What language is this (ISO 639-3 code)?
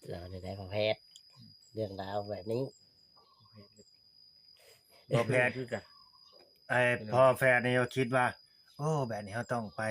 tts